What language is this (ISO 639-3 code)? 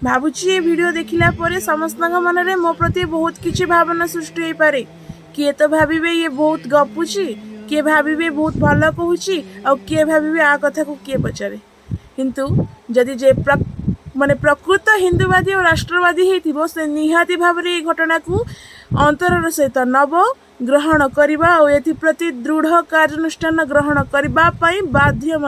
ori